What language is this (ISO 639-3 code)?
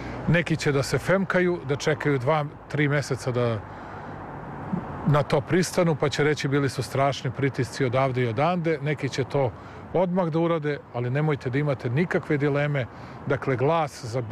srp